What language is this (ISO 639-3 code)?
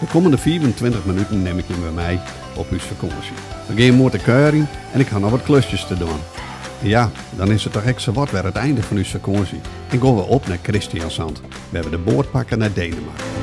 fry